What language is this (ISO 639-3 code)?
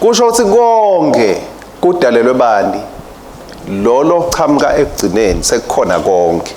ssw